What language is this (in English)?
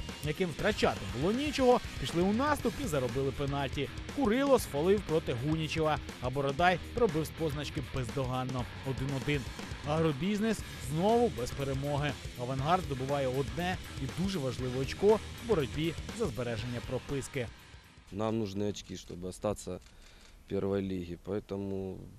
Ukrainian